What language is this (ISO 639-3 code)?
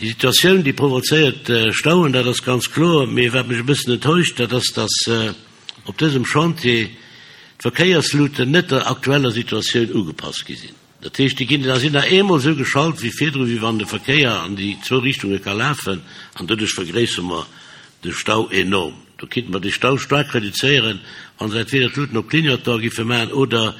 ltz